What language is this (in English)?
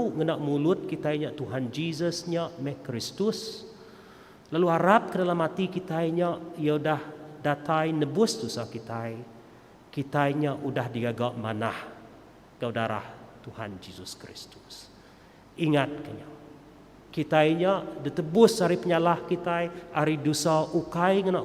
Iban